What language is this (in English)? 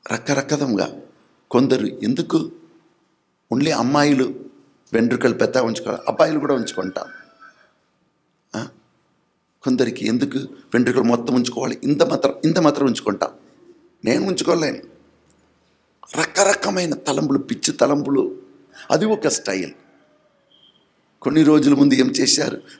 Telugu